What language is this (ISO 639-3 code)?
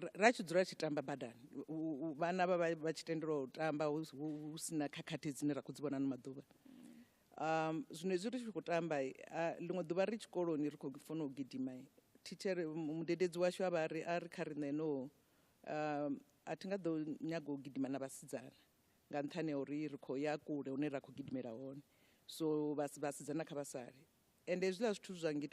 ven